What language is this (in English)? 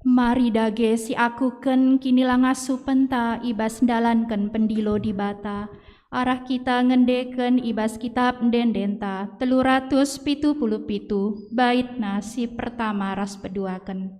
Batak Karo